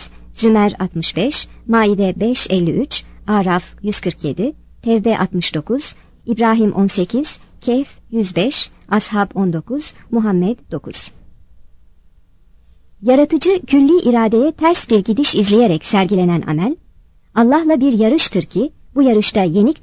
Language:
Turkish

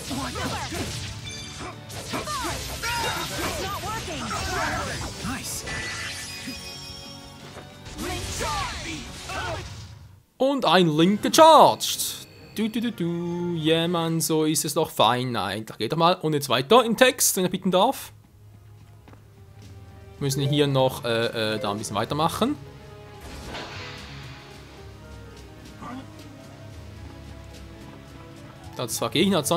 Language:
German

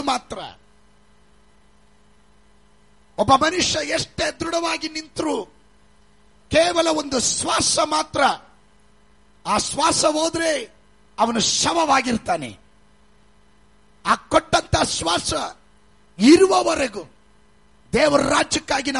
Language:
Kannada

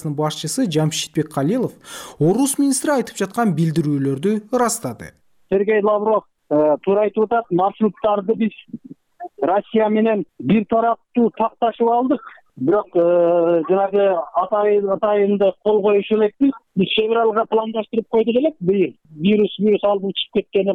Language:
Kyrgyz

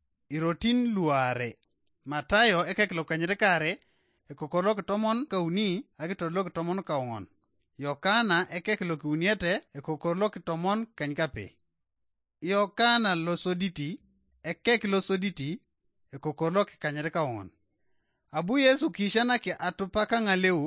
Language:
Teso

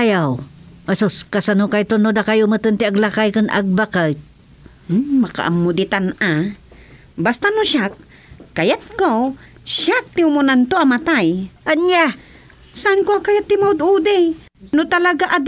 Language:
Iloko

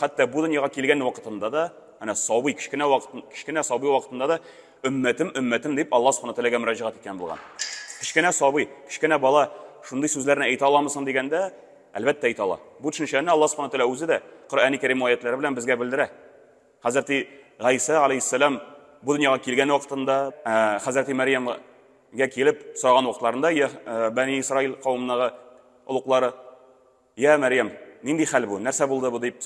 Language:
Tatar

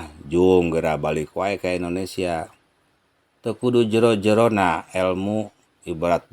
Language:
Sundanese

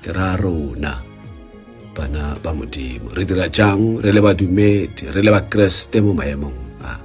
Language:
Tswana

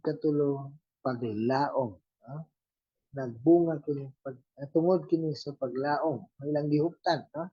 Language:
Cebuano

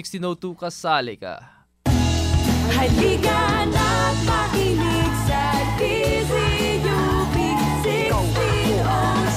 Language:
Filipino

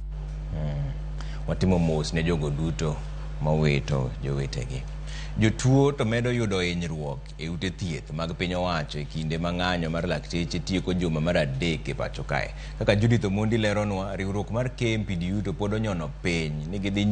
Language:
Luo (Kenya and Tanzania)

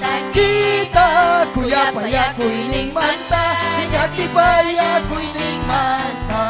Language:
Ayacucho Quechua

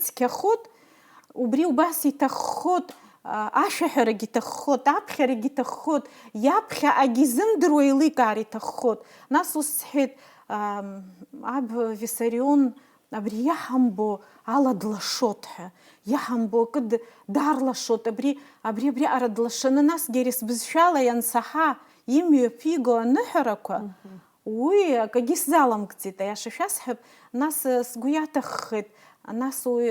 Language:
Abkhazian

